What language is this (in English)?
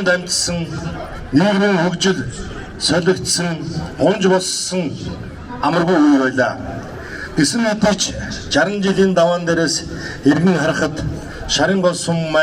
Mongolian